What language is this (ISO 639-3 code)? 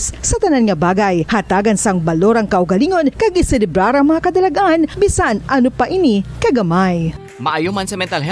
hil